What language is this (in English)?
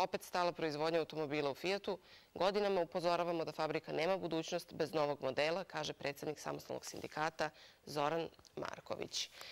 Serbian